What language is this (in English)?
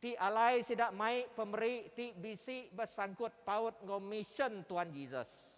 Iban